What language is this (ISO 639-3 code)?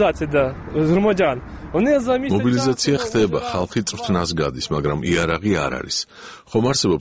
kat